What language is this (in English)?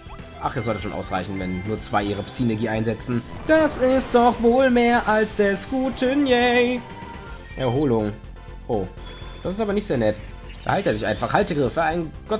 German